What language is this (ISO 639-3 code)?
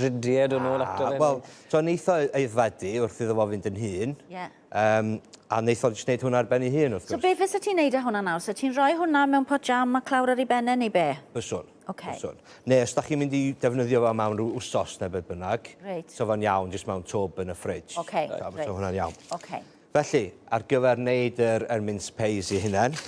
cym